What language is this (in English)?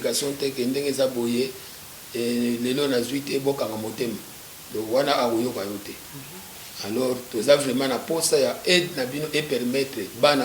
Lingala